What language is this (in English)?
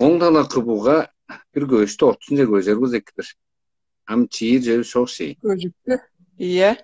Tuvinian